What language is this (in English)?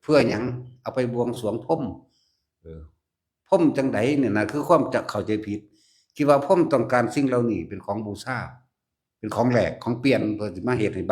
Northeastern Thai